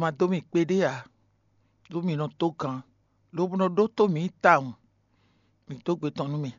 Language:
Fon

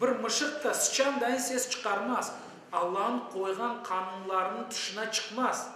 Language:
Crimean Tatar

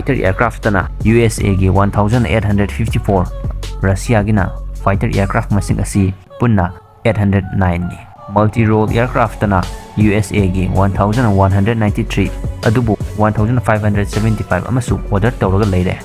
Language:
Manipuri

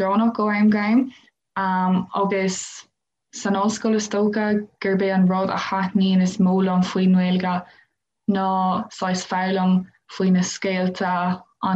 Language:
Irish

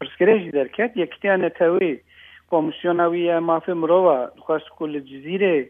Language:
Kurdish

